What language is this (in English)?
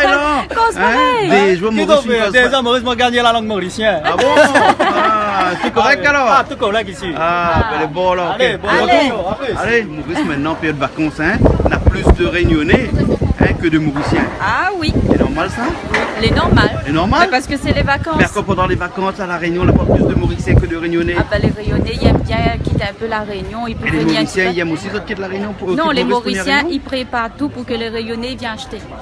Réunion Creole French